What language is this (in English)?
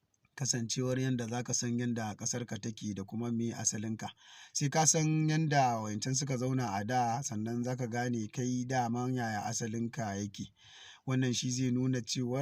Hausa